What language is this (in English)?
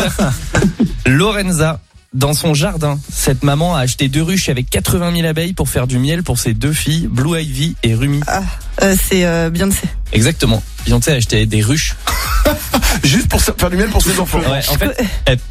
French